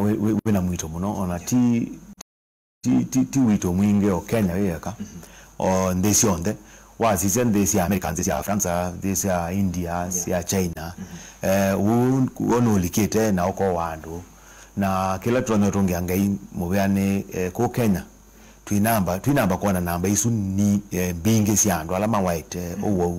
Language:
Kamba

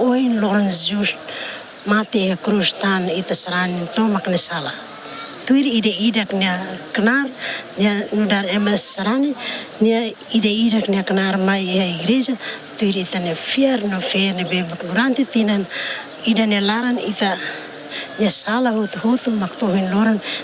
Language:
Tetum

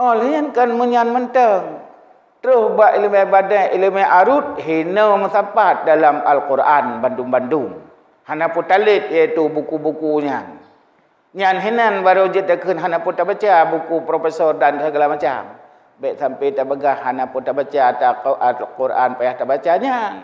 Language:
Achinese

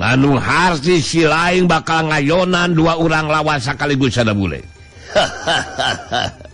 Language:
Sundanese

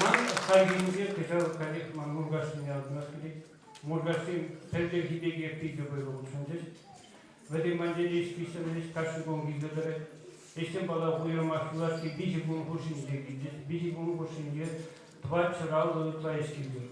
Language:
Chuvash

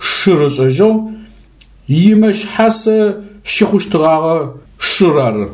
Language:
Adyghe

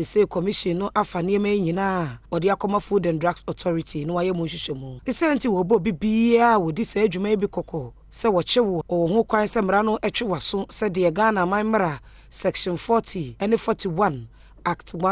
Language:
Akan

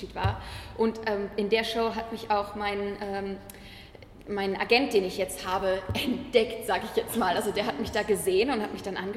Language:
German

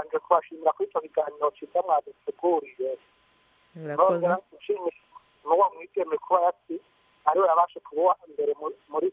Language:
Kinyarwanda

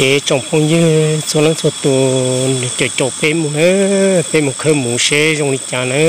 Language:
Hmong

